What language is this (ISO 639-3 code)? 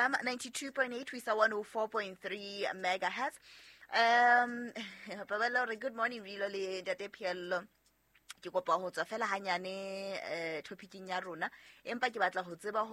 sot